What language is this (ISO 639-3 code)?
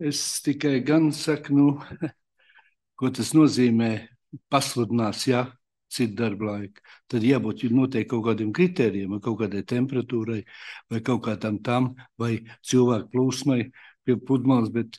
lav